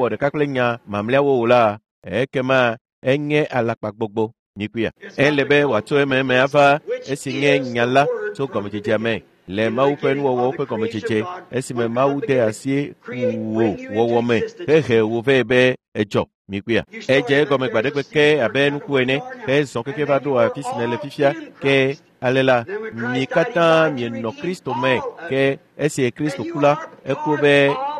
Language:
Ewe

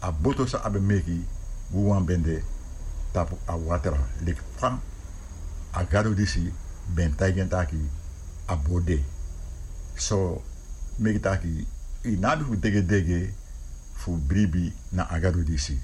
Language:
Sranan Tongo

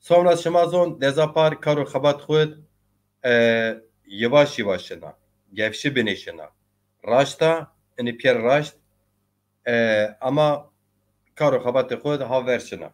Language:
Zaza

